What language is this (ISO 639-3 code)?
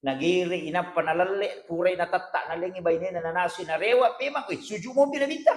bug